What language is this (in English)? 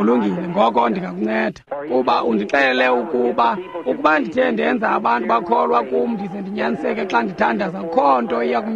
Xhosa